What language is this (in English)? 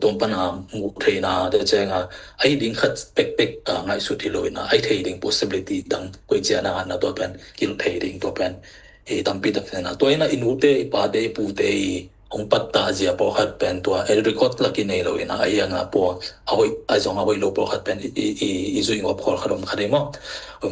Tedim Chin